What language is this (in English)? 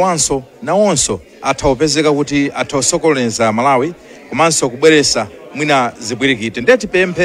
Nyanja